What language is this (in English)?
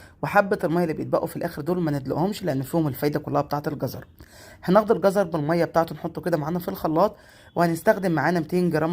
Egyptian Arabic